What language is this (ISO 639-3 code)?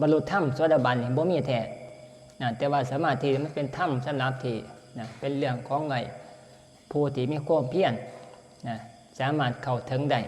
tts